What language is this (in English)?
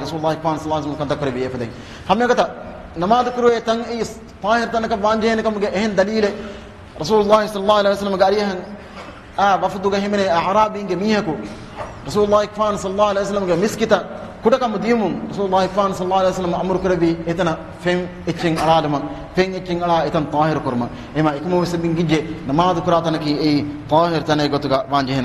Divehi